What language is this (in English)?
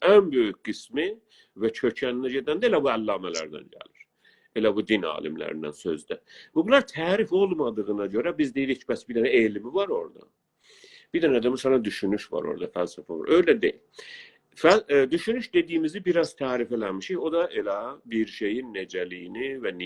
South Azerbaijani